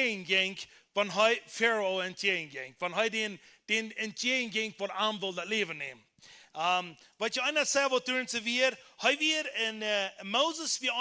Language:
Plautdietsch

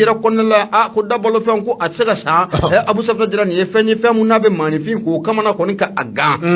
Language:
Bambara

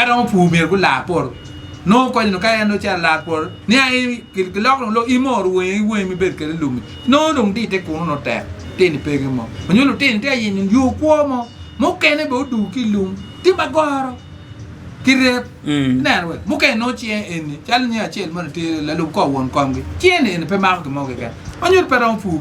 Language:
Acoli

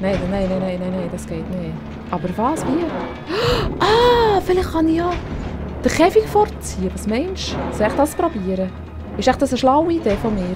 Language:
Swiss German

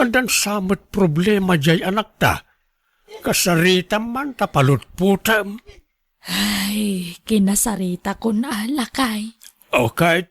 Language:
Iloko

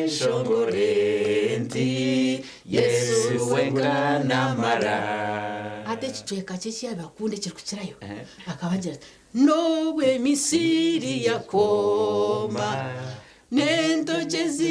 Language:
Nyankole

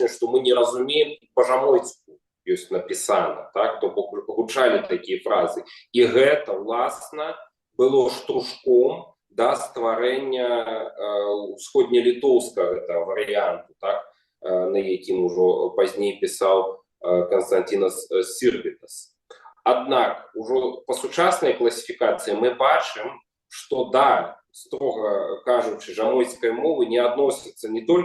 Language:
Belarusian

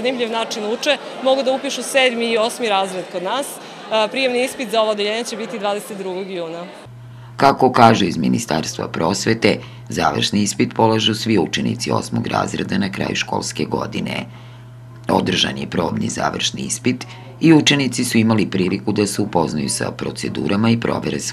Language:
Serbian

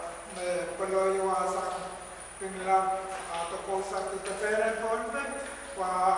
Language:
Pohnpeian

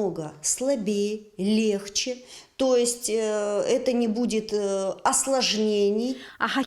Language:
Abkhazian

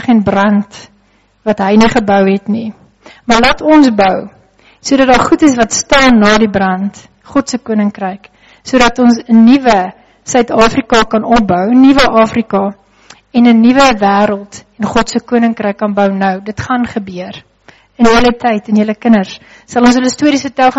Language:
Afrikaans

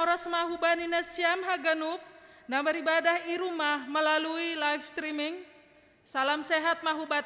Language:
Batak Simalungun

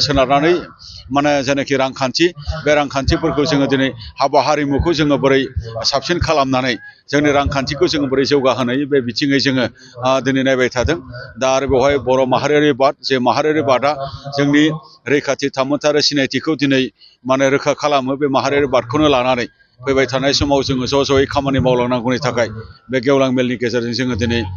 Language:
Bodo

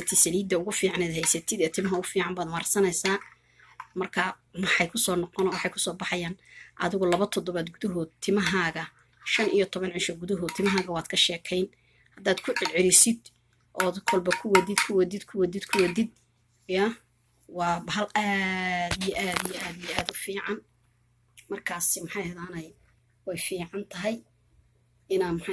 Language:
Somali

